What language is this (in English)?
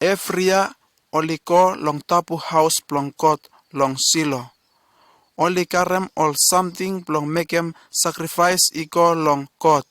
Bislama